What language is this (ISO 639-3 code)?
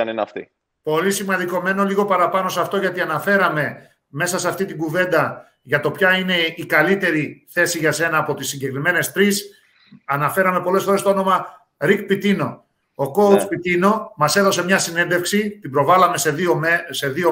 ell